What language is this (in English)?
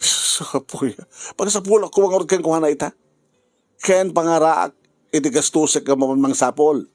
Iloko